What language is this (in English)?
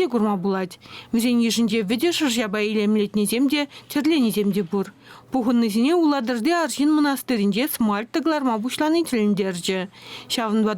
Chuvash